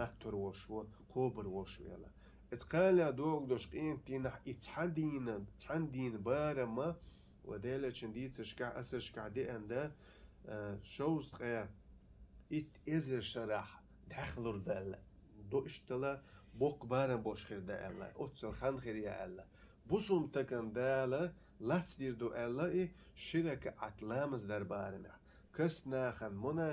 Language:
Chechen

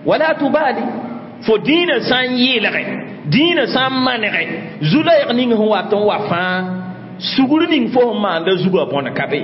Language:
Mossi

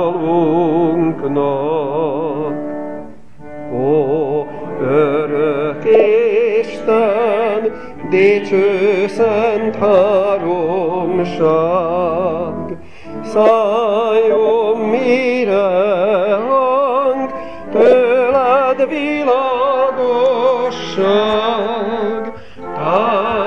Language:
Hungarian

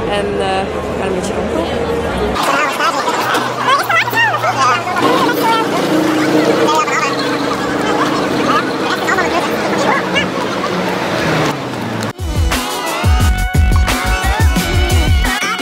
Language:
Dutch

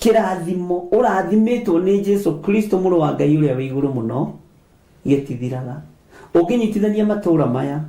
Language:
Kikuyu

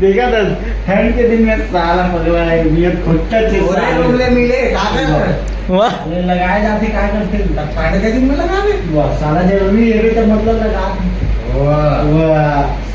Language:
Chhattisgarhi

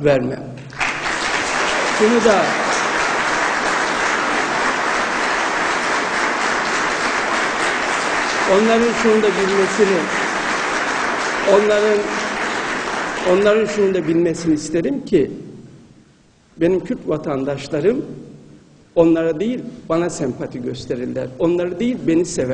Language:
Turkish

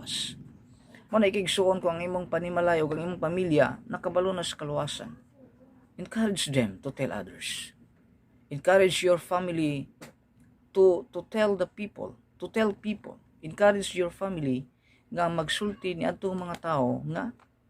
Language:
Cebuano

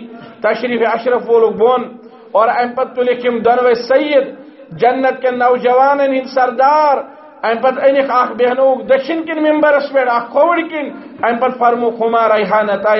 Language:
Kashmiri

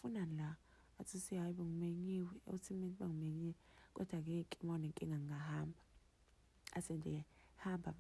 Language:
Zulu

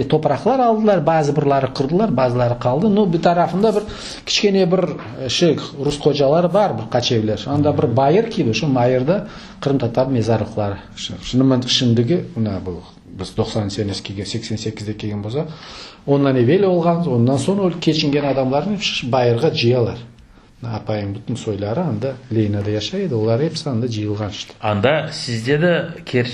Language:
Crimean Tatar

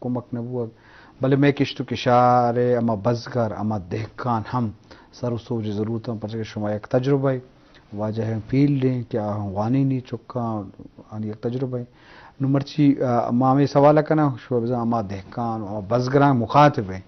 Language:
Eastern Balochi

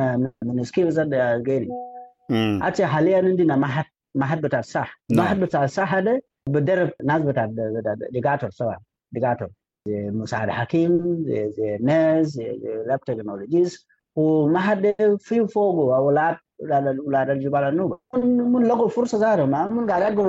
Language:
Sudanese Arabic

